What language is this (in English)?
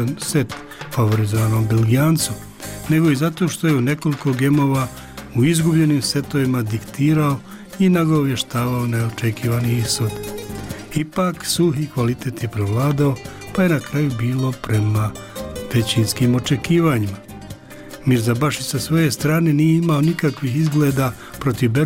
Bosnian